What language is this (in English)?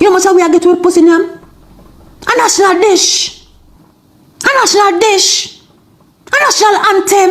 Jamaican Creole English